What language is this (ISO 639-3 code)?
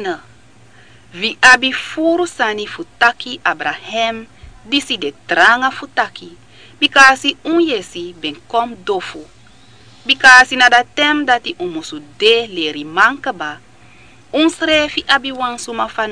srn